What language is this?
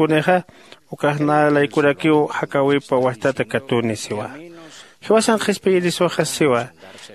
Aymara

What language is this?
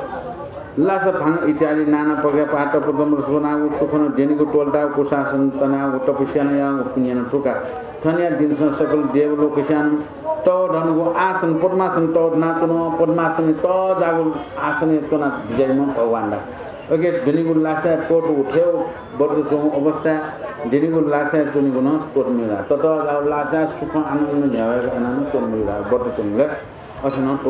Newari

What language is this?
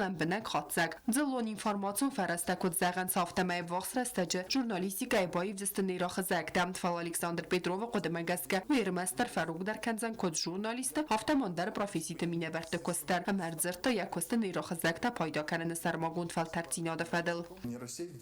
Ossetic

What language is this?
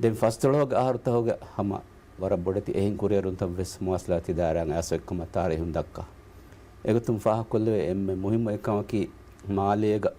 Divehi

